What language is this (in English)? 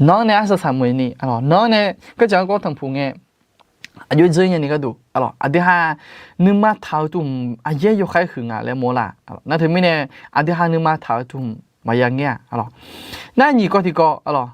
Akha